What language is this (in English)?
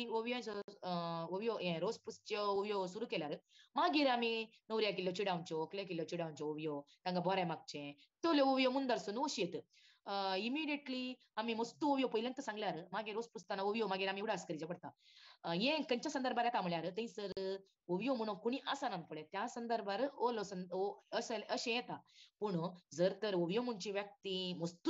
Konkani